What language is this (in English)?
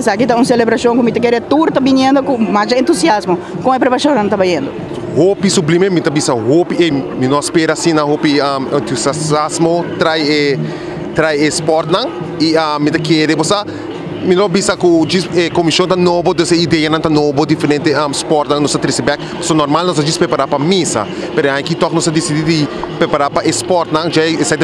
Papiamento